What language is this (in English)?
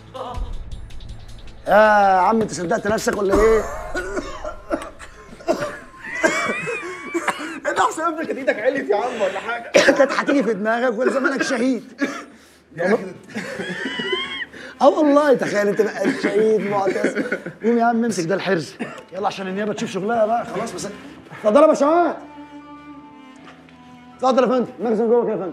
Egyptian Arabic